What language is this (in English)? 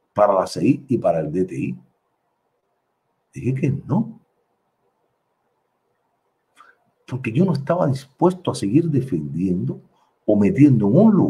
Spanish